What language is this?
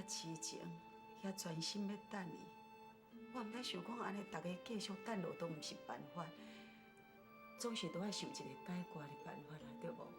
Min Nan Chinese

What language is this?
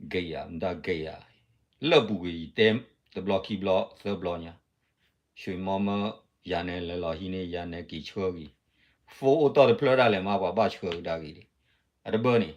S'gaw Karen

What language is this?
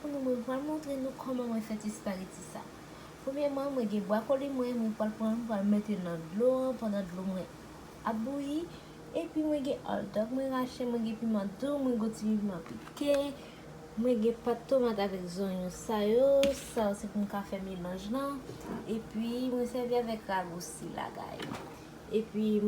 Haitian Creole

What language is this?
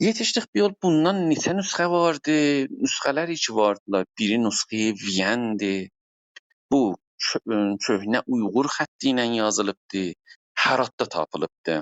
South Azerbaijani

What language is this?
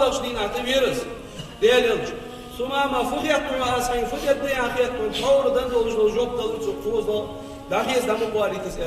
Ingush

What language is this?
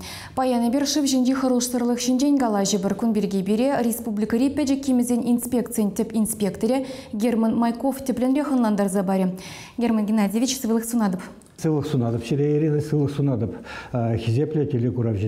Chuvash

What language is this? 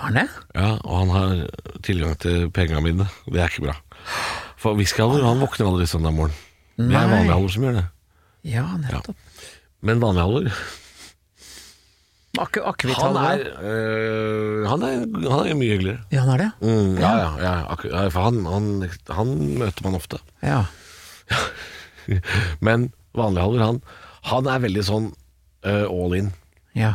Norwegian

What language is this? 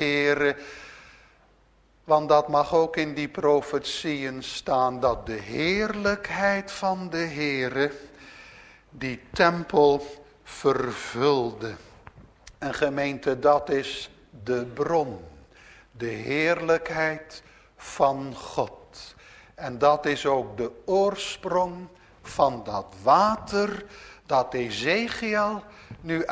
Dutch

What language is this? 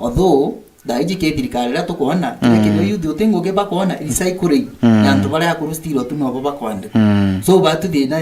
Meru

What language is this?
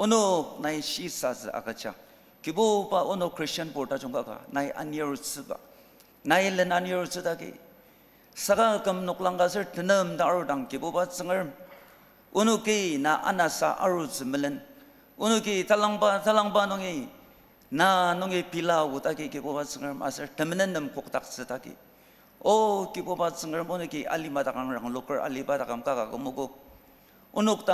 Ao Naga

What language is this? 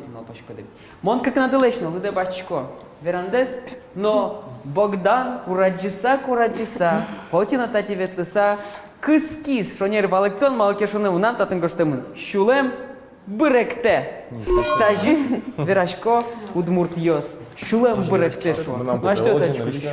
Udmurt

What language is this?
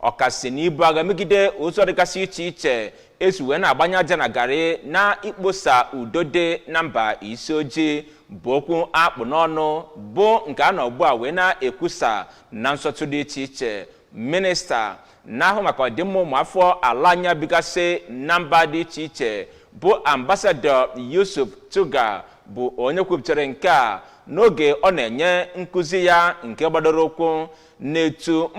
Igbo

